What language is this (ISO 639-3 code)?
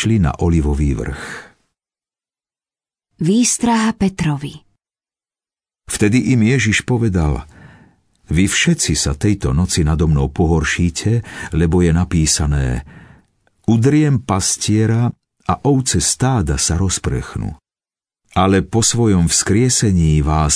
slk